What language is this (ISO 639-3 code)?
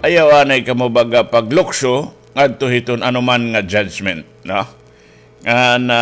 war